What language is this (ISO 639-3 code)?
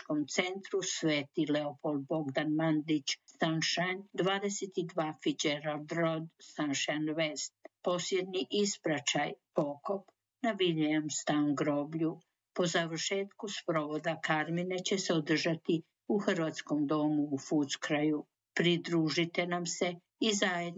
hrv